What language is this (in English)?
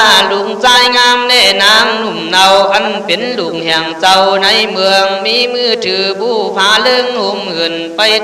Khün